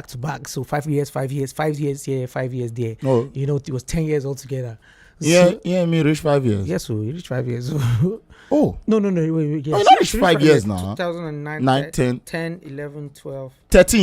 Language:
Nigerian Pidgin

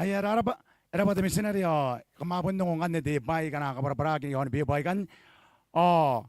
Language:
Gilbertese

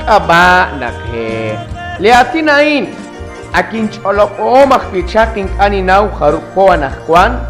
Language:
Kekchí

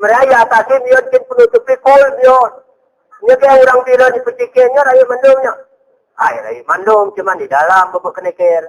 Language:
Gayo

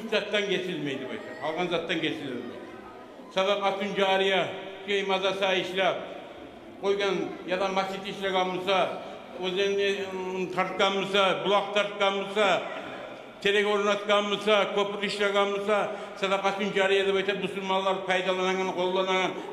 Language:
Kumyk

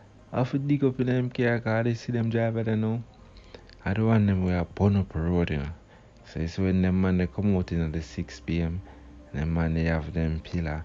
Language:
Jamaican Creole English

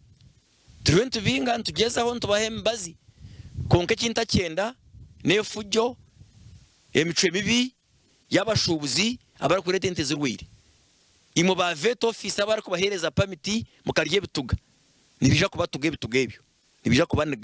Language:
Nyankole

